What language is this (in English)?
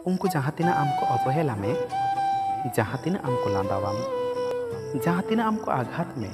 Santali